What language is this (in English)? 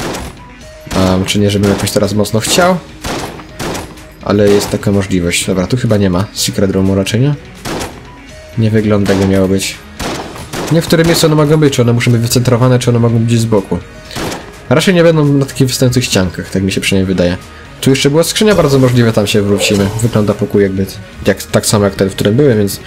Polish